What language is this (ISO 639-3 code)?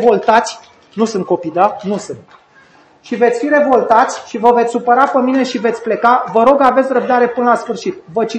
ron